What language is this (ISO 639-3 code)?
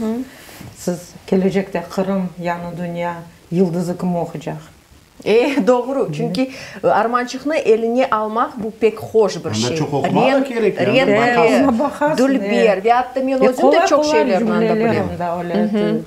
crh